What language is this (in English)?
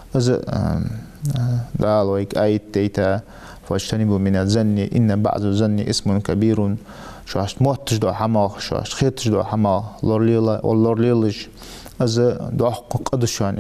Ingush